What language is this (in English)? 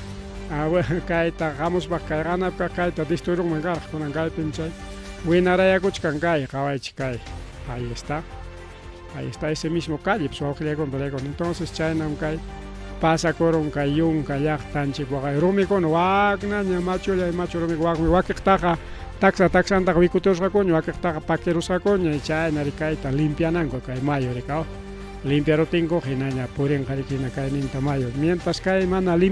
Ayacucho Quechua